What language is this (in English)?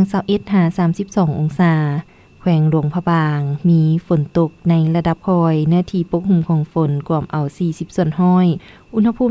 Lao